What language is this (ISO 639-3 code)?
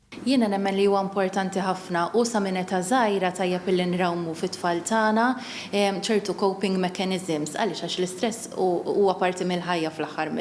mlt